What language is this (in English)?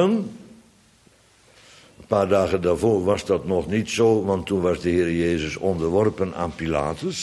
Dutch